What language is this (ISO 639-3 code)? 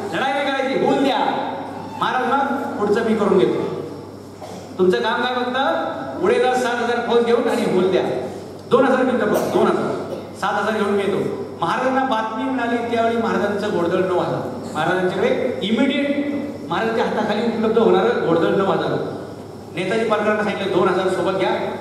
mar